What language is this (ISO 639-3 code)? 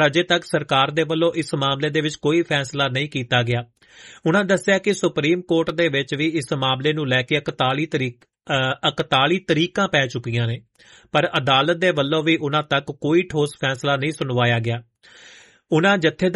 pan